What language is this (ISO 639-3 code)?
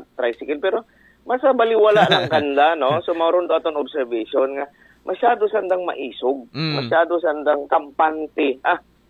akl